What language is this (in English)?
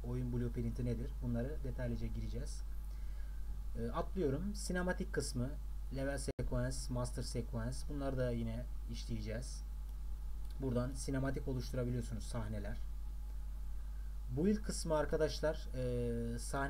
Turkish